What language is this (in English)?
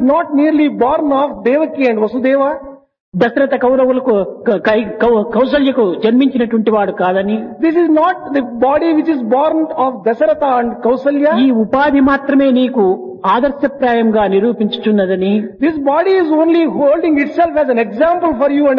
Telugu